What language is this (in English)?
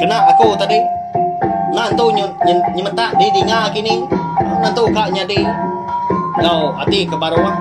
Iban